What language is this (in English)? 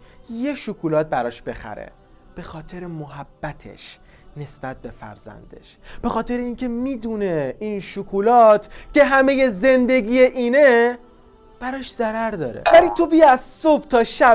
Tajik